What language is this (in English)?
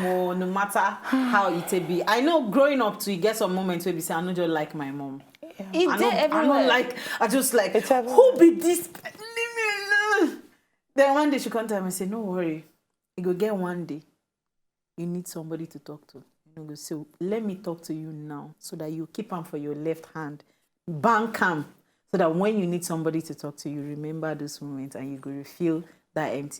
Nigerian Pidgin